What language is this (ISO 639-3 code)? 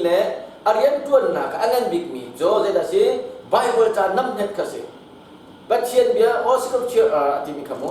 cnh